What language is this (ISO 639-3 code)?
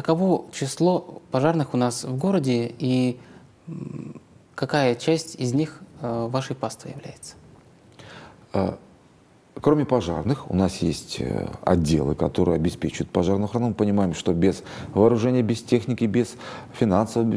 rus